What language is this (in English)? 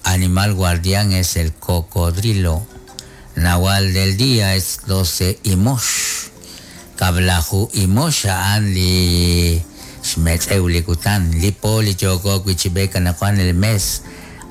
Kekchí